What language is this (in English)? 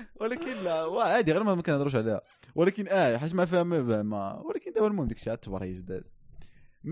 Moroccan Arabic